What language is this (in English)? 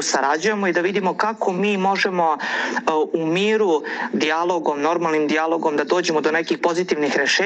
Serbian